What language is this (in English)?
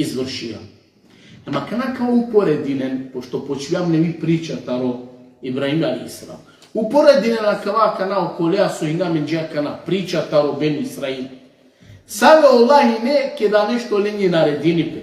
Balkan Romani